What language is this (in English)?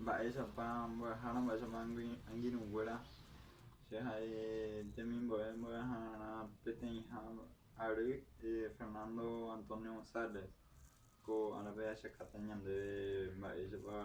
Guarani